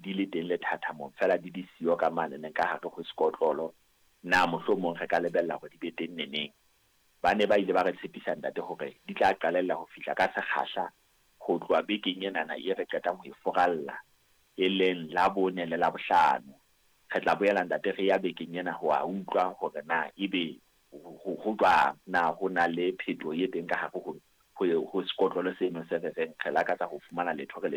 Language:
Southern Sotho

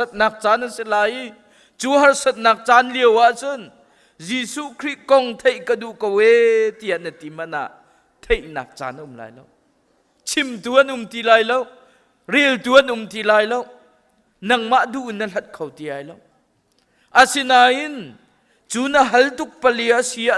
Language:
Hakha Chin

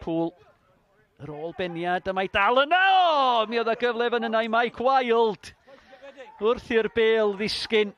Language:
Welsh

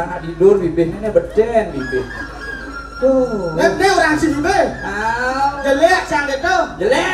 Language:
Balinese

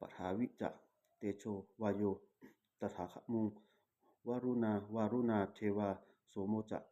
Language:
Pali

